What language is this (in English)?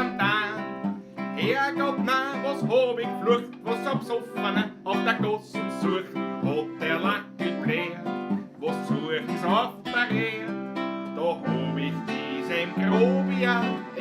Bavarian